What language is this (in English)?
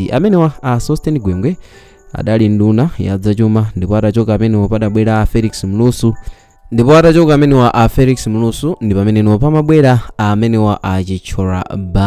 Nyanja